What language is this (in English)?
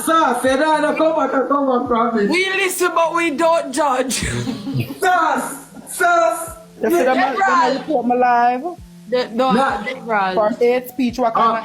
Jamaican Creole English